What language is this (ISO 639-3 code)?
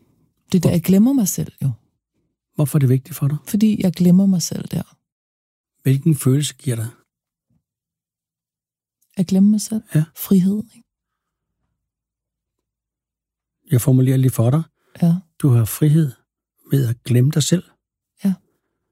dan